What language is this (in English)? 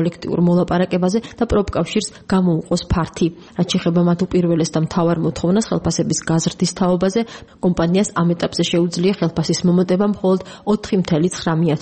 Georgian